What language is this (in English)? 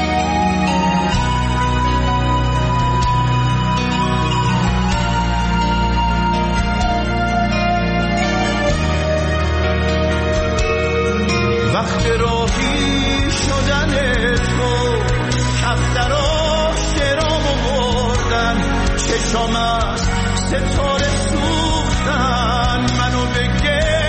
Persian